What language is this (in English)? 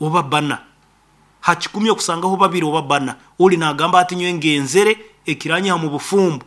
Nyoro